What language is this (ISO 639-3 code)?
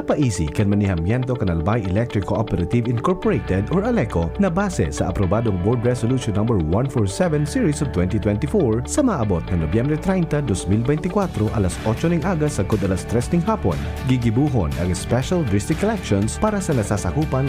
bik